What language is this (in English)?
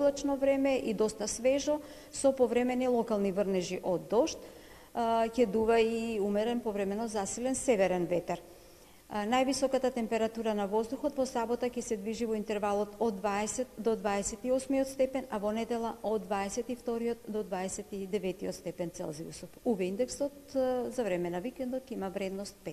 Macedonian